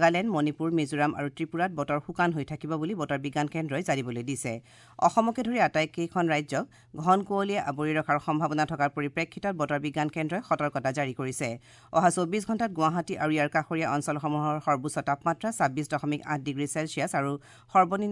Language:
Assamese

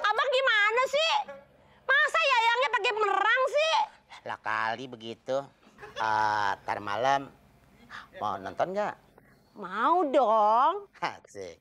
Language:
Betawi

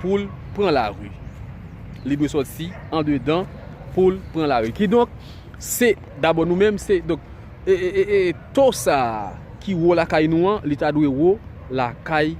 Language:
Haitian Creole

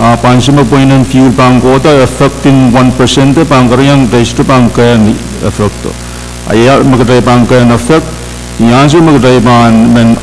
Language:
Pohnpeian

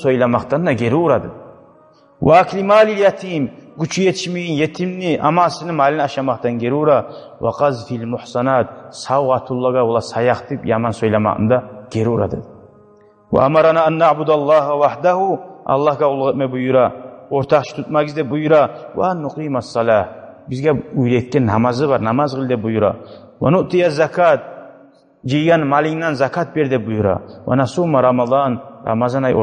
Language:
Kumyk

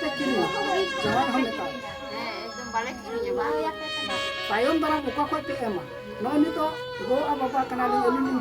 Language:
Santali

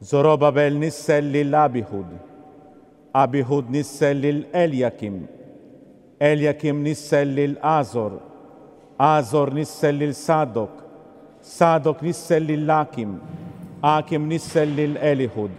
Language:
Maltese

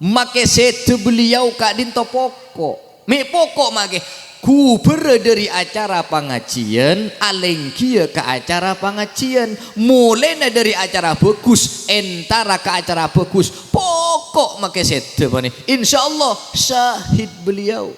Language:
Madurese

